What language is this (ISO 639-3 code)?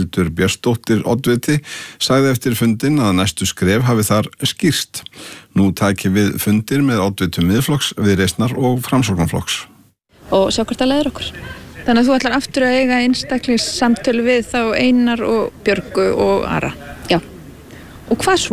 isl